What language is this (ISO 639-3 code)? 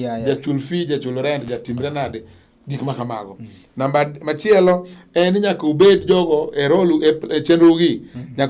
luo